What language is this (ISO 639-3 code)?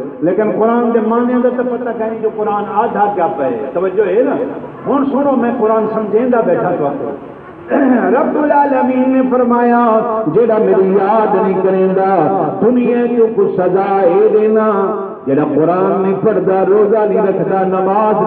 skr